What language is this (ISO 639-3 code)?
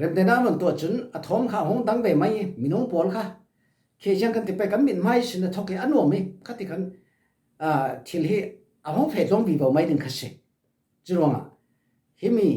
cfm